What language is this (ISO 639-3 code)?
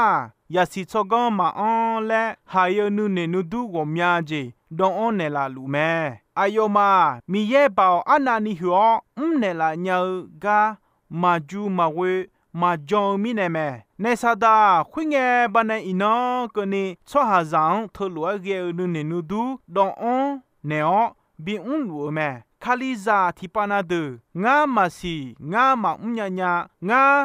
ahk